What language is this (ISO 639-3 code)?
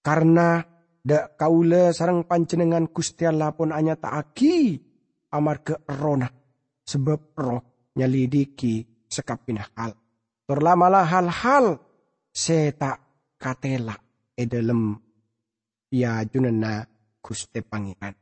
mad